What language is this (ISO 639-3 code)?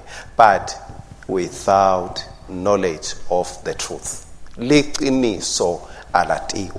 ssw